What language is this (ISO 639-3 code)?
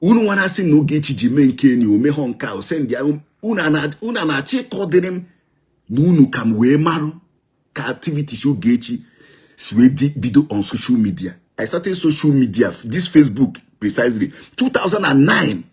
ibo